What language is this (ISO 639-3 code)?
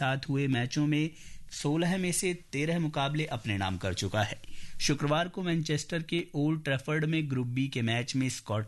hin